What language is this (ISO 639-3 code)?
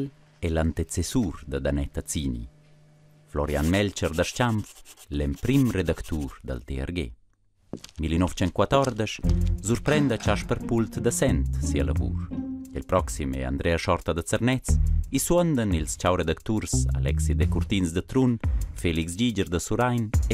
roh